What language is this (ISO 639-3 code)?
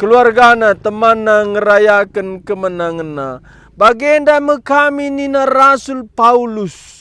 btx